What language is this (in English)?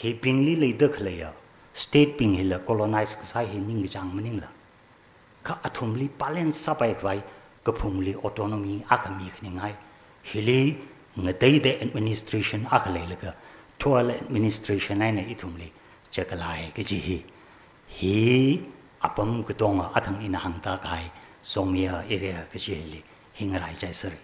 Tangkhul Naga (India)